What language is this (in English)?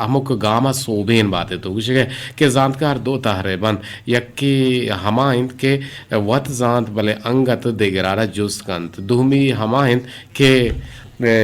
Eastern Balochi